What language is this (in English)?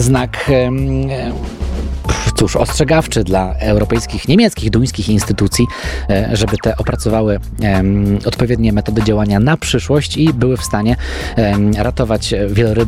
Polish